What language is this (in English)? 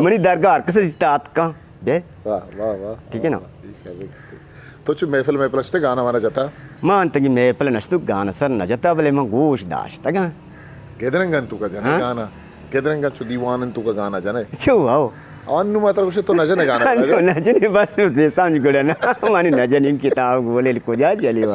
Eastern Balochi